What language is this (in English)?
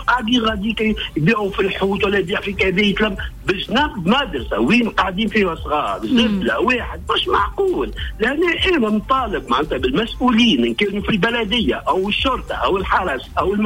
Tunisian Arabic